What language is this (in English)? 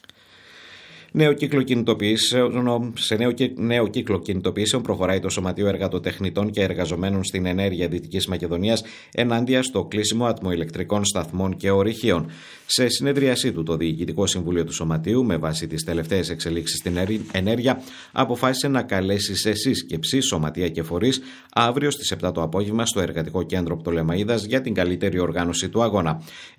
Greek